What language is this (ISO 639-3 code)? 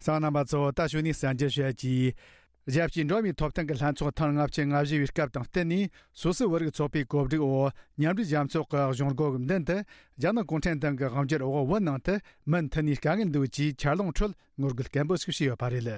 bod